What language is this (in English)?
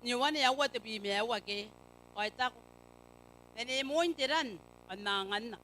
Gilbertese